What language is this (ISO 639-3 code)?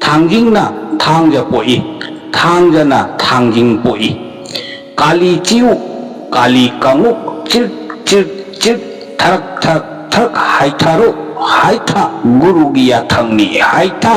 mni